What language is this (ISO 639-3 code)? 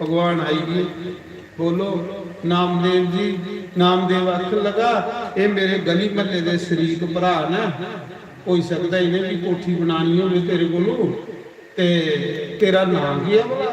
doi